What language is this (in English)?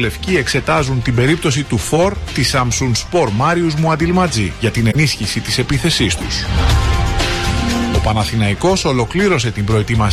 Greek